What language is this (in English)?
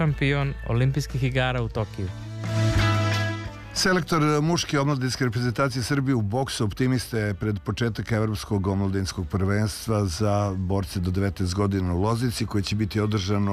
Serbian